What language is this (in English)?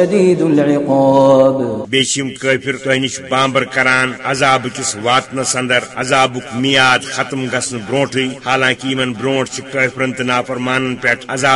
Kashmiri